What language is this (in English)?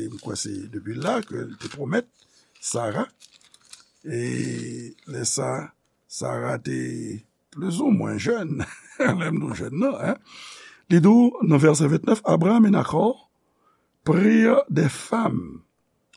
Haitian Creole